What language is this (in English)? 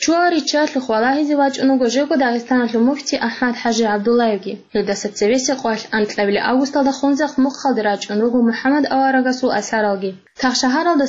Avaric